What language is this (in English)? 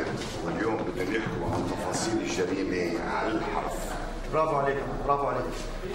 North Levantine Arabic